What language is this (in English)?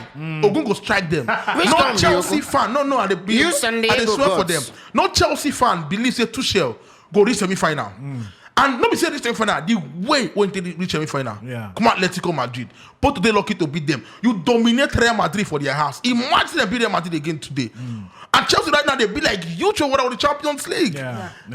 Nigerian Pidgin